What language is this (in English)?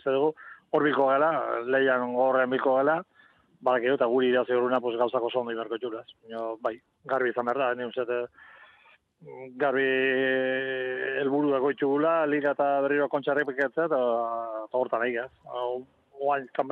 Basque